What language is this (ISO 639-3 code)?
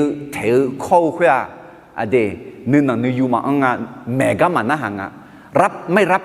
ahk